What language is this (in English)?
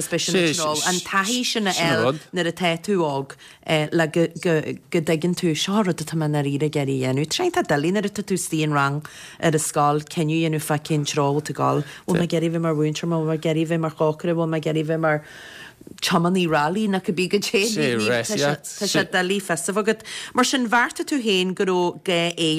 Irish